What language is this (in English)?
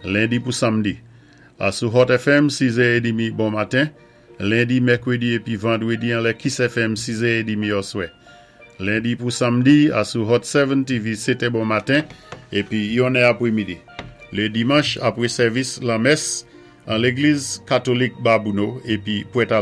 Saint Lucian Creole French